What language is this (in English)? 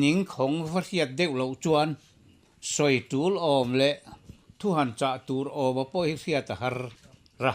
Mizo